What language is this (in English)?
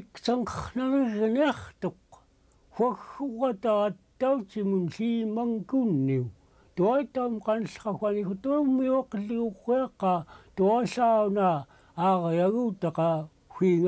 Central Yupik